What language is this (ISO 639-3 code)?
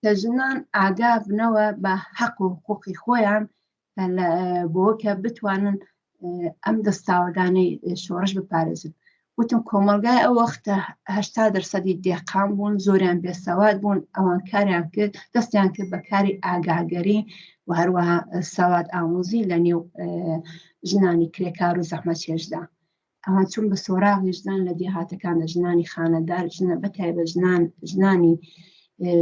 ckb